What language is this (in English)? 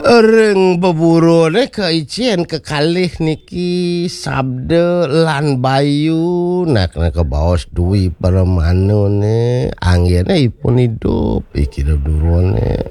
Balinese